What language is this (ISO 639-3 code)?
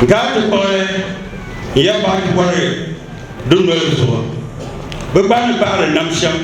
dag